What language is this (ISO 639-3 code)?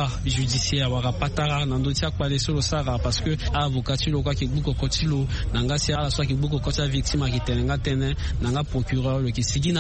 sag